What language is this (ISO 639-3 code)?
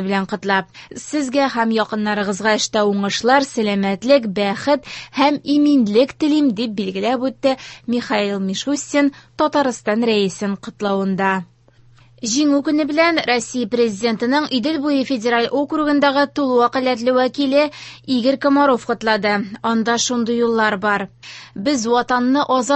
tat